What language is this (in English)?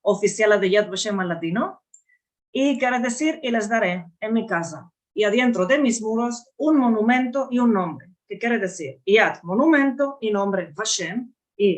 Ladino